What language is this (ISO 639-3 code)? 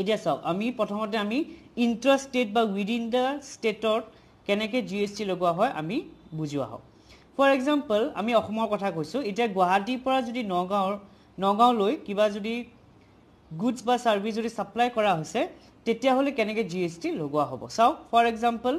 asm